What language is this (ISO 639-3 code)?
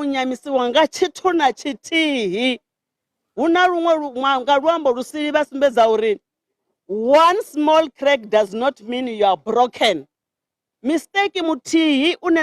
ven